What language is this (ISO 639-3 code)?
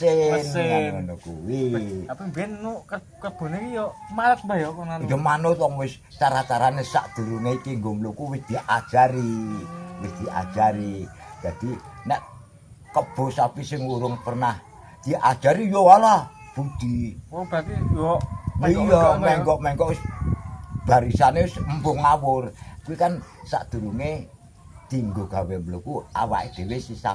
jav